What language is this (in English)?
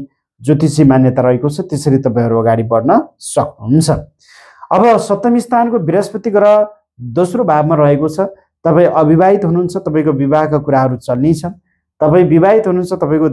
Nepali